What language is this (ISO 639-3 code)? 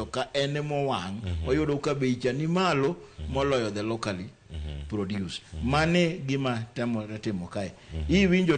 luo